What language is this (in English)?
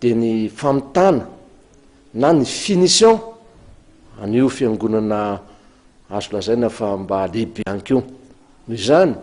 Malagasy